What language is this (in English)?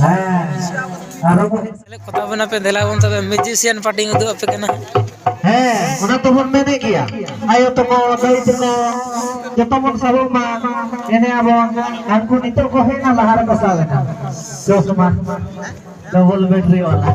Santali